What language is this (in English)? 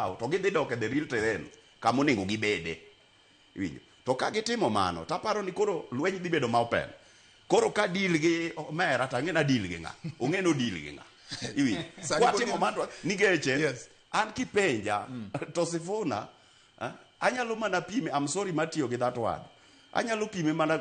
Luo (Kenya and Tanzania)